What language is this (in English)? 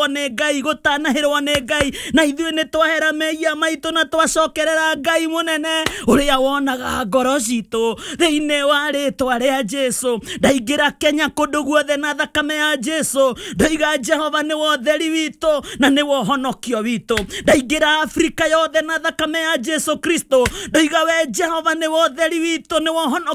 Kikuyu